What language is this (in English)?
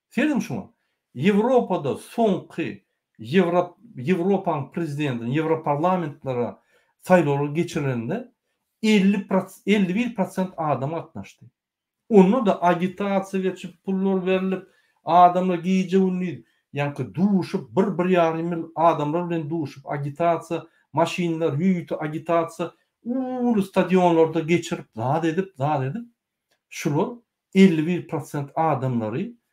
Turkmen